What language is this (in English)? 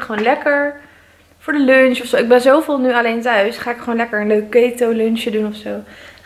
Dutch